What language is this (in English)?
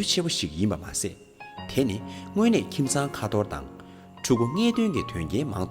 Tibetan